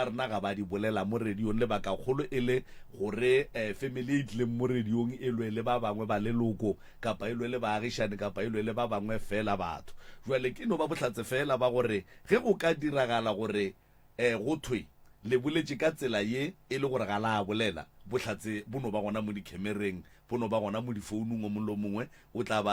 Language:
Northern Sotho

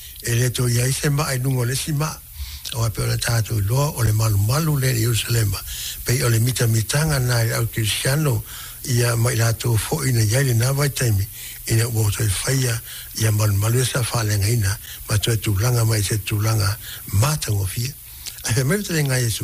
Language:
Samoan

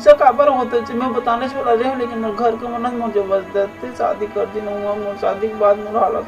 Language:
Chhattisgarhi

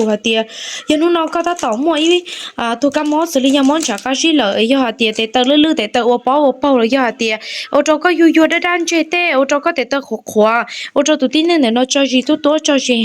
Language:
Hmong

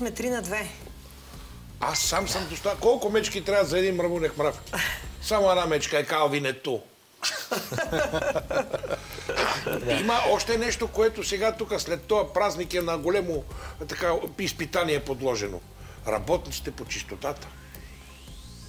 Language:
Bulgarian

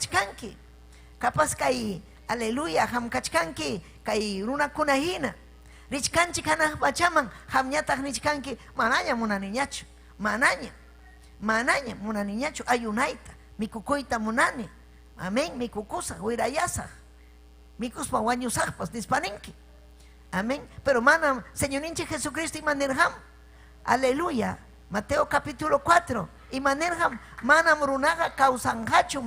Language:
Ayacucho Quechua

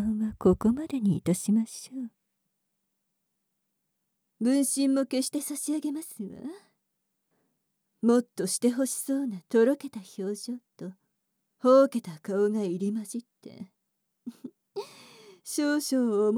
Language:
Japanese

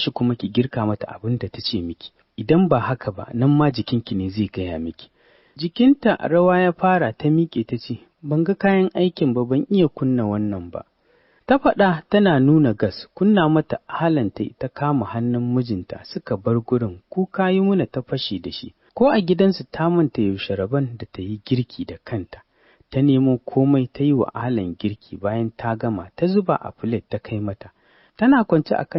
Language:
Hausa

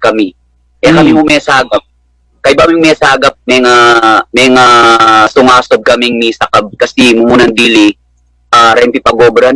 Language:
Pampanga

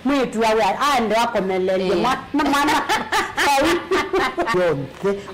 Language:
Kamba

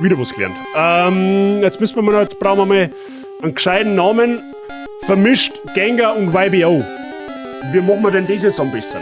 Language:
Bavarian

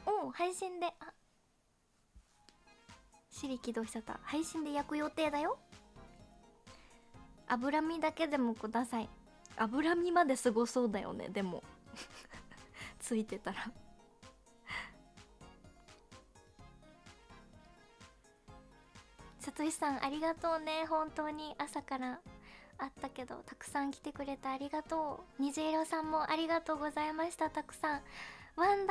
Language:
Japanese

